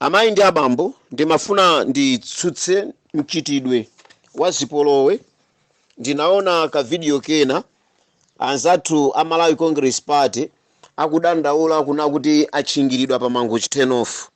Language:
Nyanja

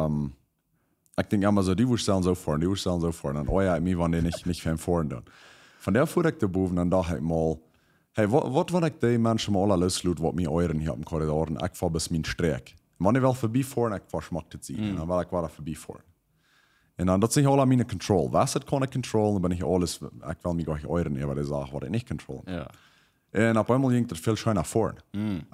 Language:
Plautdietsch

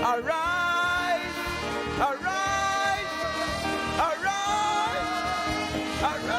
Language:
Ewe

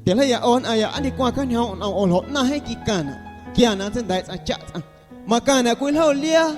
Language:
Guerrero Amuzgo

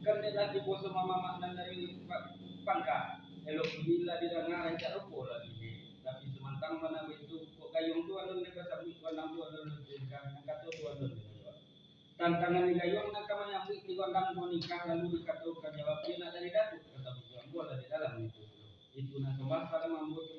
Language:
Minangkabau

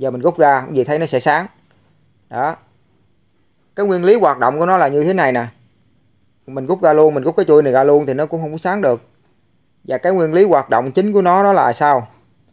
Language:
Vietnamese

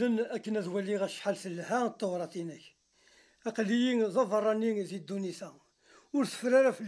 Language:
Kabyle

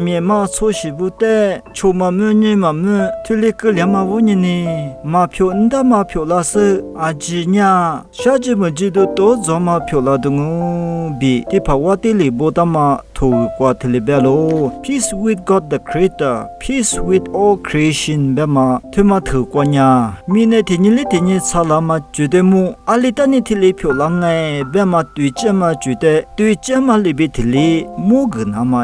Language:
Lisu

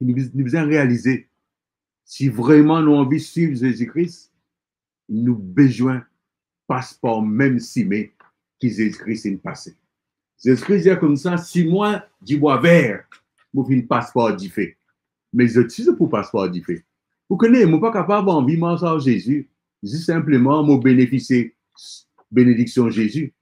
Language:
Morisyen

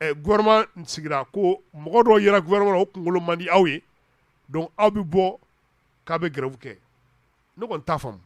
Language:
Bambara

